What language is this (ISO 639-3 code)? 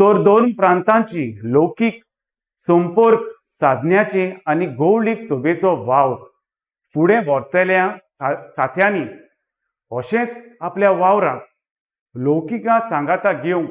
kok